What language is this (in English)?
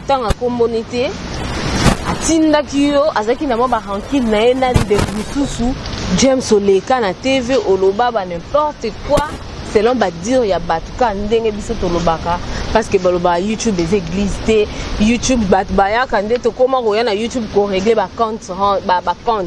Lingala